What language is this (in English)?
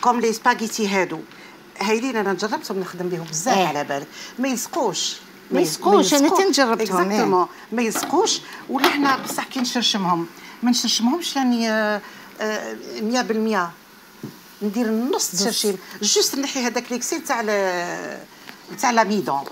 Algerian Arabic